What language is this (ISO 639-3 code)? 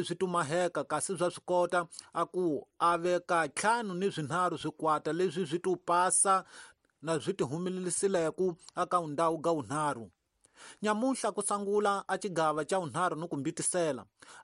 tso